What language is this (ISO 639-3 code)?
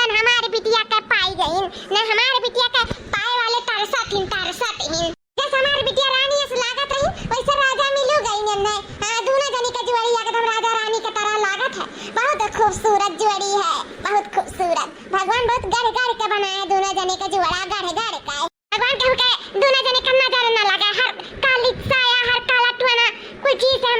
awa